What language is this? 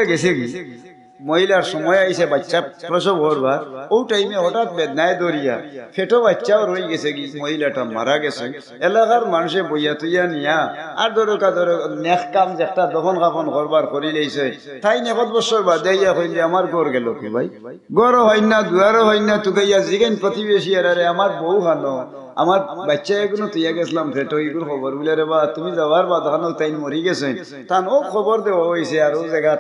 Sylheti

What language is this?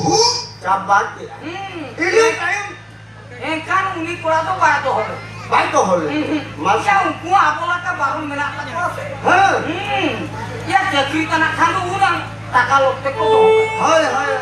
Santali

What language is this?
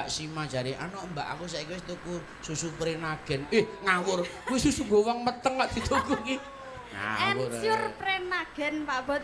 Javanese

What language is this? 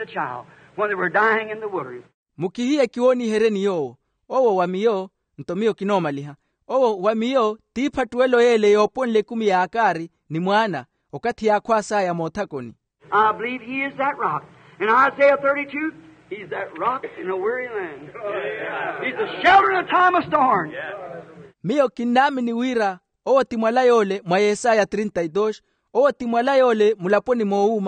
Makhuwa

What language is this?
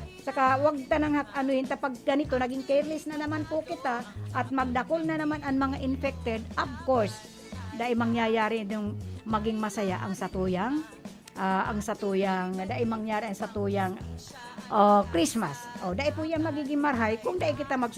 Bikol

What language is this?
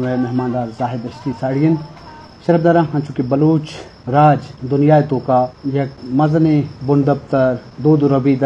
Eastern Balochi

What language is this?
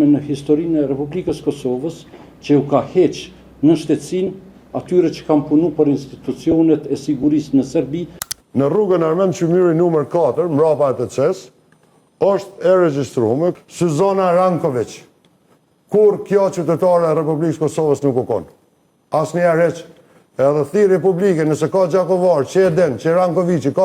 Albanian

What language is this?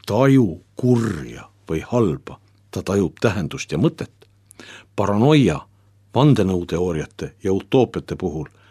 Estonian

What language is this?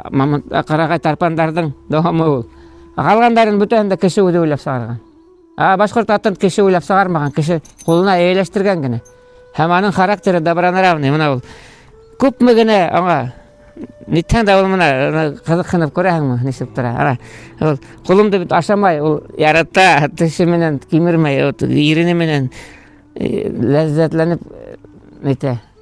Bashkir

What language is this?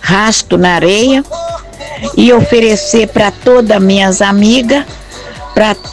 Portuguese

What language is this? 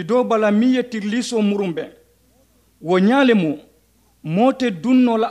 Mandingo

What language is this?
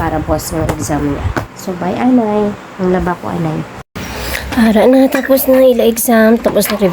Hiligaynon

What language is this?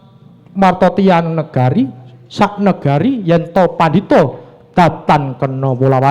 Javanese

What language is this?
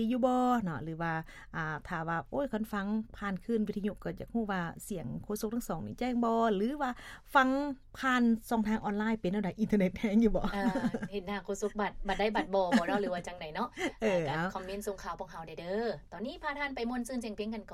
Lao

